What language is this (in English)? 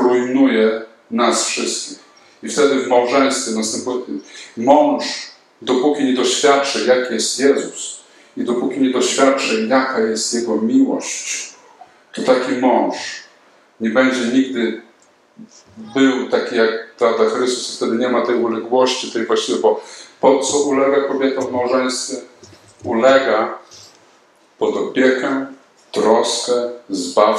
Polish